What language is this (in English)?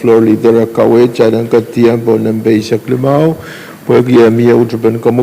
Pohnpeian